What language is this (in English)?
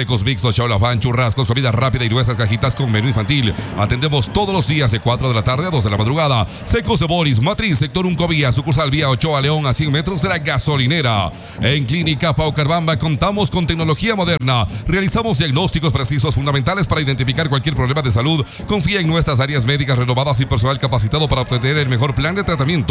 Spanish